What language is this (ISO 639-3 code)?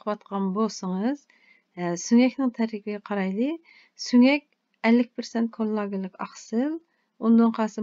uig